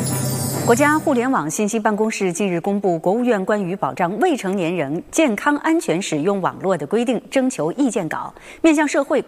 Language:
Chinese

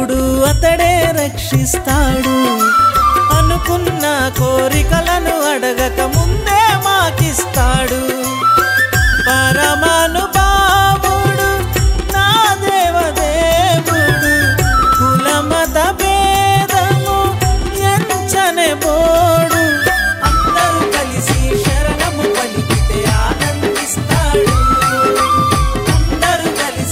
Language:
Telugu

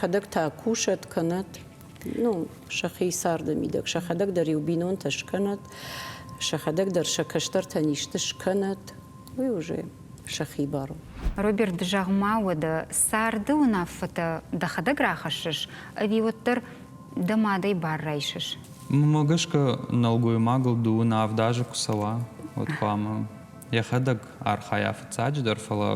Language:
Ossetic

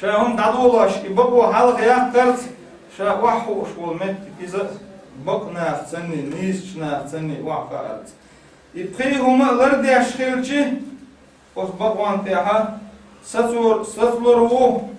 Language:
Chechen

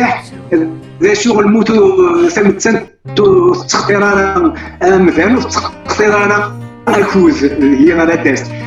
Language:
Kabyle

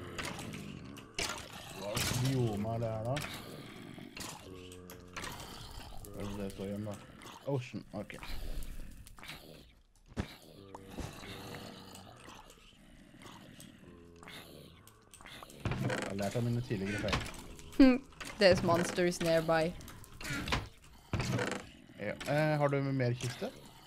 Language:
Norwegian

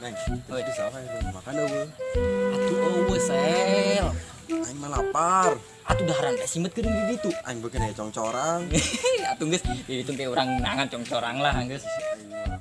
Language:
Sundanese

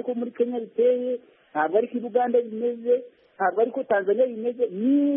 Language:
Kinyarwanda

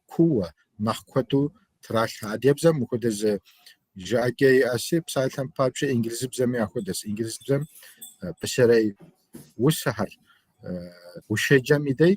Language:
Kabardian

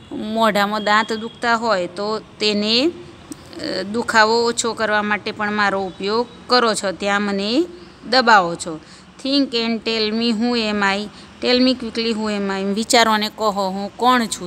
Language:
Gujarati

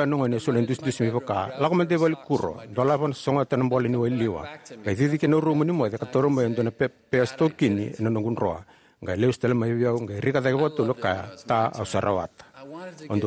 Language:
Fijian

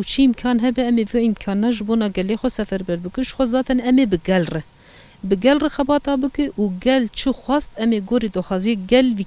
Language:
Kurdish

